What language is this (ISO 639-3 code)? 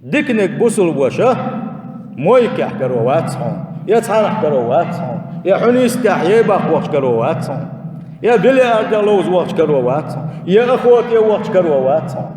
che